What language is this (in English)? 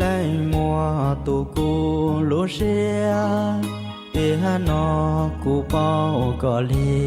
Hmong